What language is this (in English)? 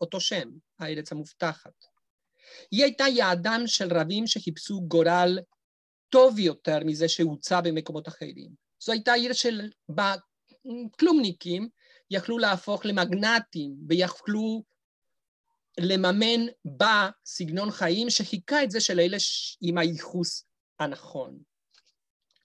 Hebrew